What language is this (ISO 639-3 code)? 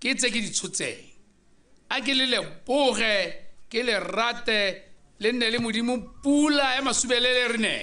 tsn